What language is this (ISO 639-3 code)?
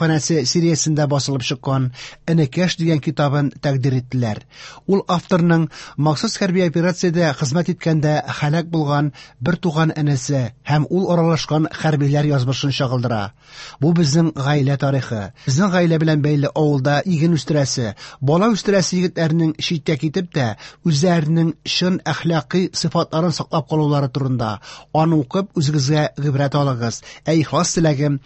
tat